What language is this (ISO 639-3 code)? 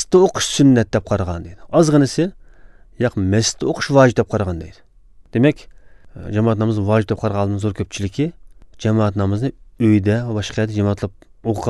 uig